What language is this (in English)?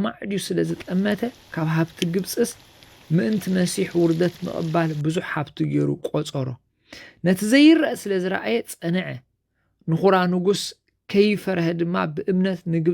Tigrinya